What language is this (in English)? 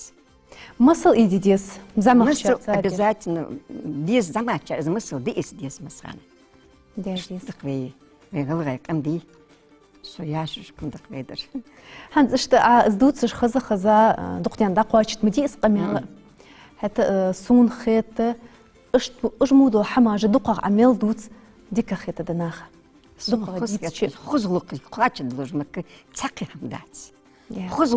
Ingush